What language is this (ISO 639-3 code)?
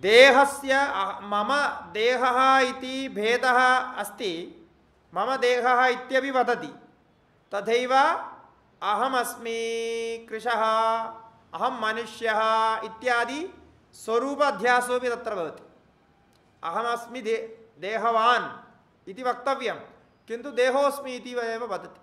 san